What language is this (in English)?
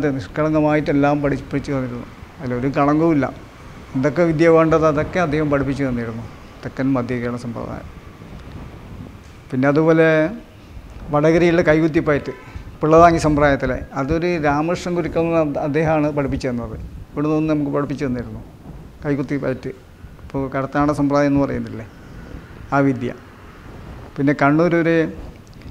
Malayalam